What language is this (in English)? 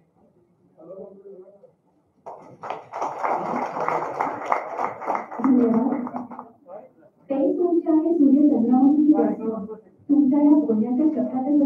Marathi